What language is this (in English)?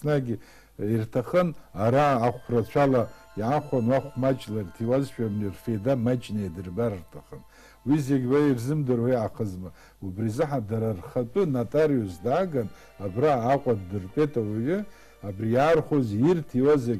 Abkhazian